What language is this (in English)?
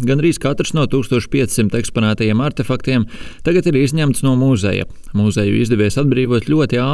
Latvian